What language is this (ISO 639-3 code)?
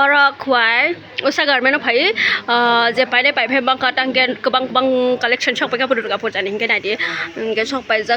trp